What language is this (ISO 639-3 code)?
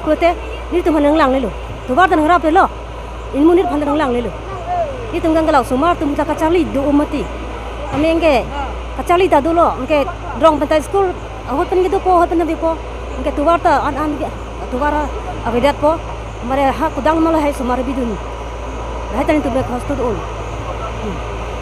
mjw